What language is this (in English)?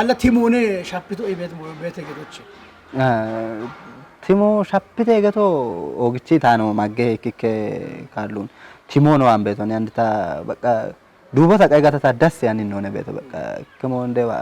Kafa